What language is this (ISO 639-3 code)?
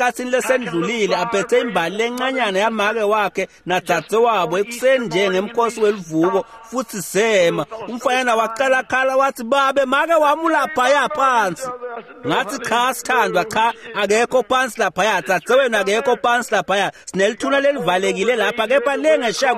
ssw